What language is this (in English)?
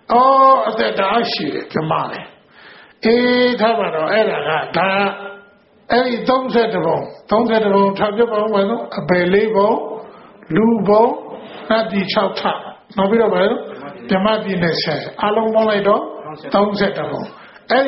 Burmese